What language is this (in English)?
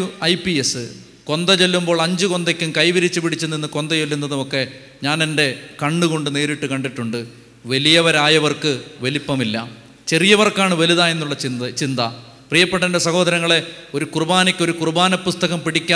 Malayalam